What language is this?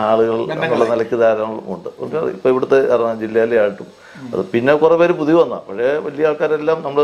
Malayalam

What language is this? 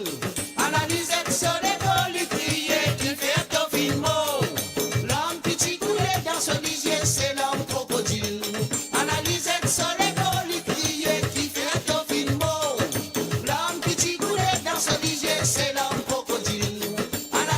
Morisyen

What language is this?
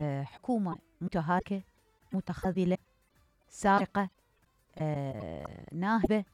Mesopotamian Arabic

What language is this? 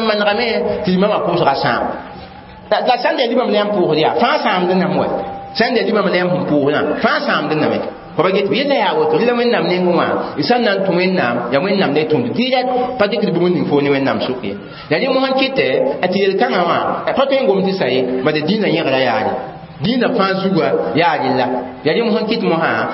Mossi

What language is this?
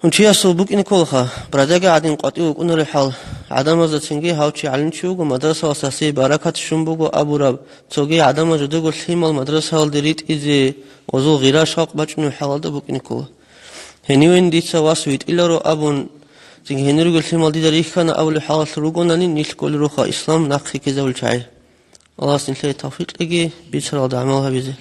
Avaric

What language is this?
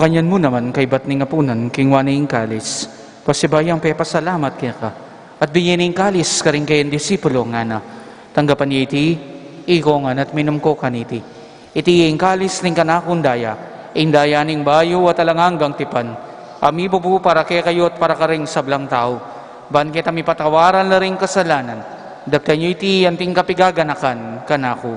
Pampanga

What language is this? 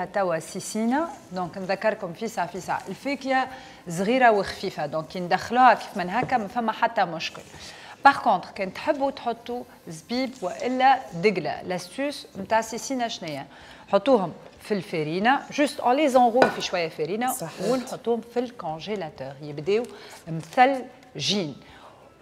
Tunisian Arabic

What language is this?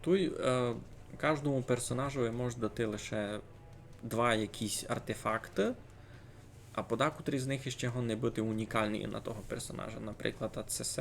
Rusyn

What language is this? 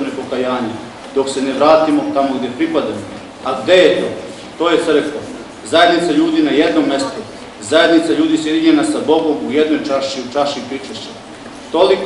Serbian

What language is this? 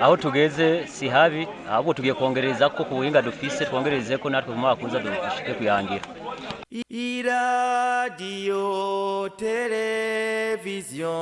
Rundi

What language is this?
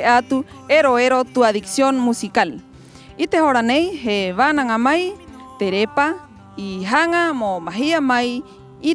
Rapanui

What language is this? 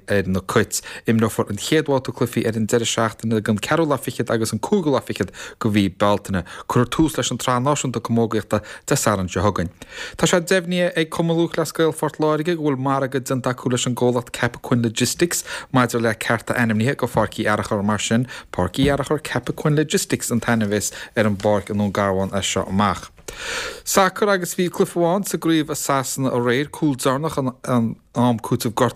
Irish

